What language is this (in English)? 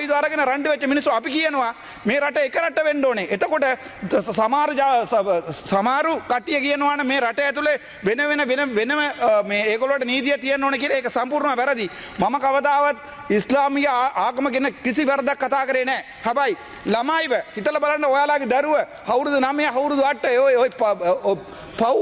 Sinhala